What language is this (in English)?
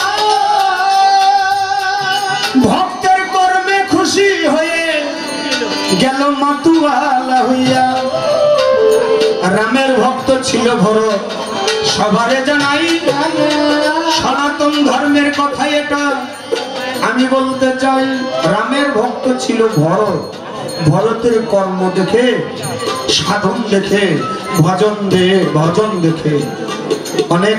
Bangla